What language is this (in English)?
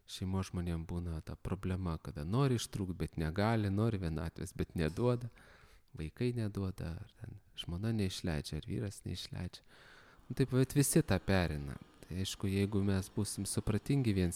Lithuanian